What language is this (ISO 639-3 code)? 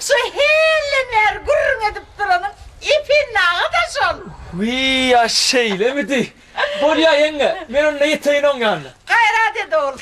tuk